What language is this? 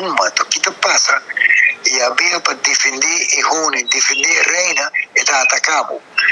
Papiamento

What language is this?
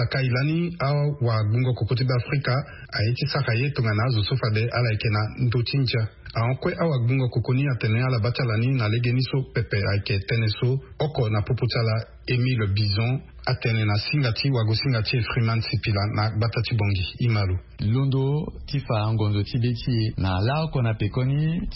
Sango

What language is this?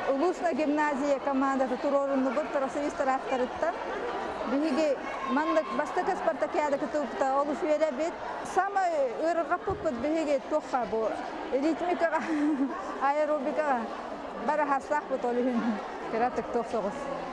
Yakut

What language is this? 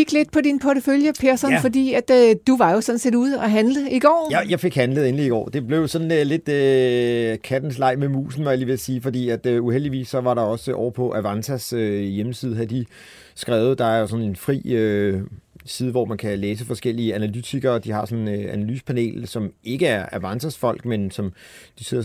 Danish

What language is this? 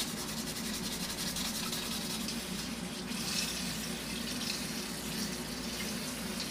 French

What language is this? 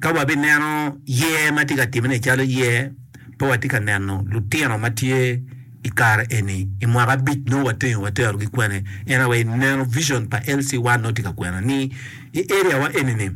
Acoli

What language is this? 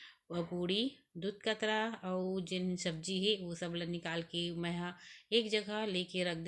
Chhattisgarhi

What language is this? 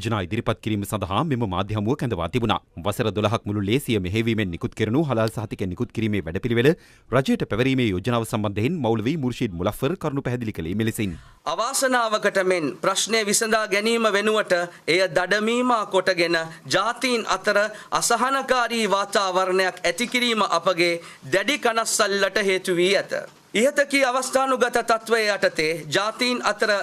Sinhala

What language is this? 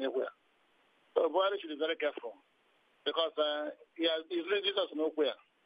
Nigerian Pidgin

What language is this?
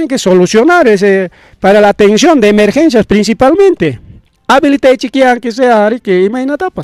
Ayacucho Quechua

